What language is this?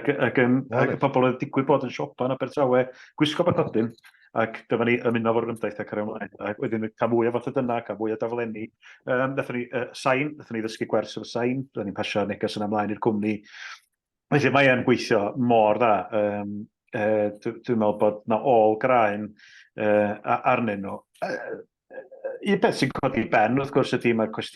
Welsh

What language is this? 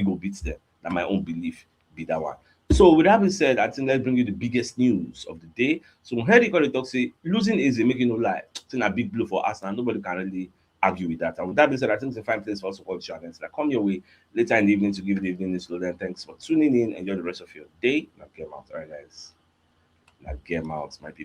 Nigerian Pidgin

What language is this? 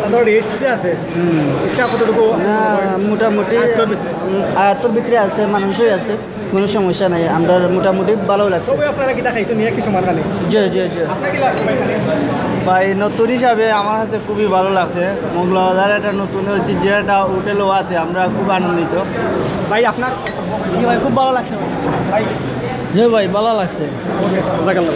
Sylheti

